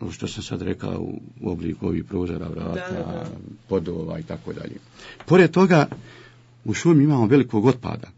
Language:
Bosnian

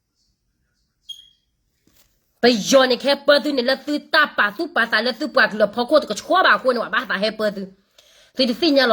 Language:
S'gaw Karen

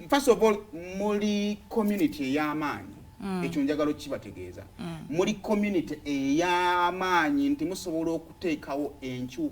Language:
Ganda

